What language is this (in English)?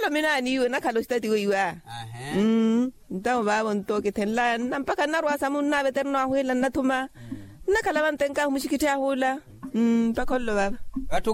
Makhuwa